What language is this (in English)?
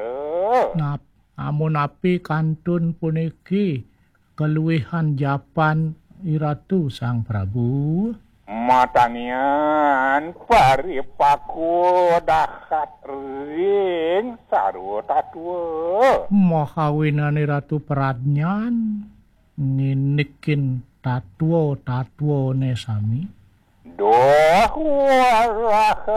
Balinese